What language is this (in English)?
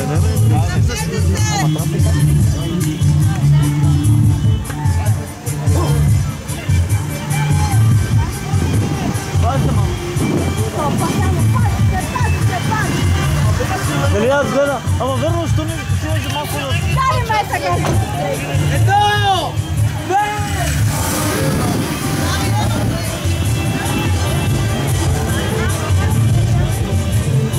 Bulgarian